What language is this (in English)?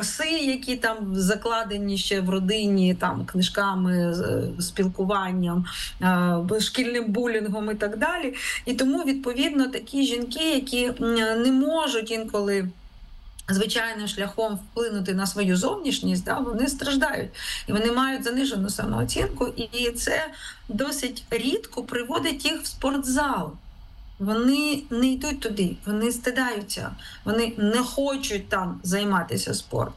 Ukrainian